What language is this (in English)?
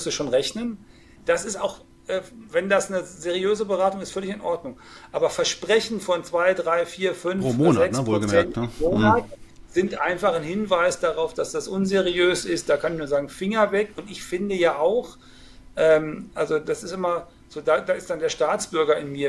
German